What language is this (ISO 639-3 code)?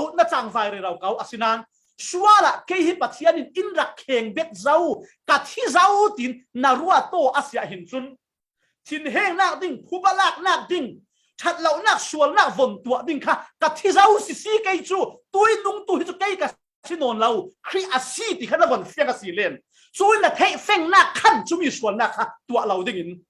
cfm